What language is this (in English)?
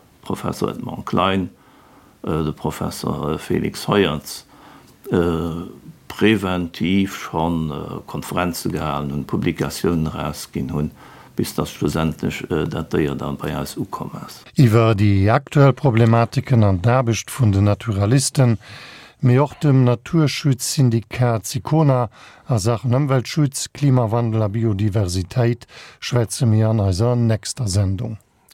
Luxembourgish